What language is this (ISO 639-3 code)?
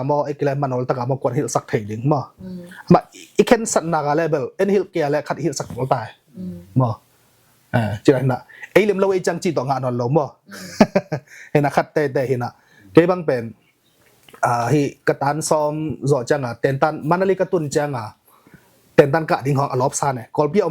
ctd